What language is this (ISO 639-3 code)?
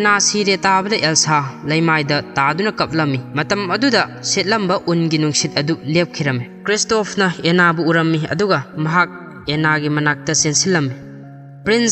mni